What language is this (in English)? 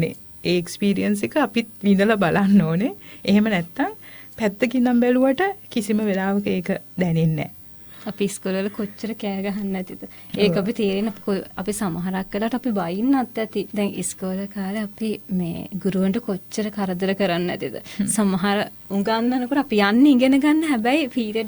Sinhala